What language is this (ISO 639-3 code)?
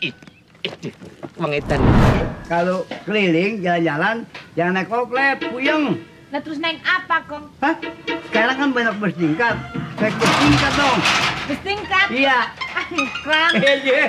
bew